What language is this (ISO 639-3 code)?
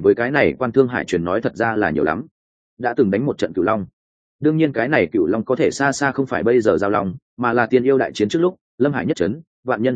vie